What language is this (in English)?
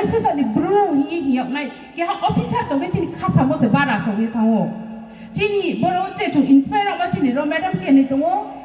Riang (India)